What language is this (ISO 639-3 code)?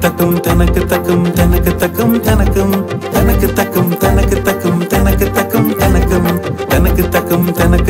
tam